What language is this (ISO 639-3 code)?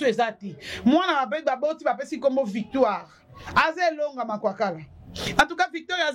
lin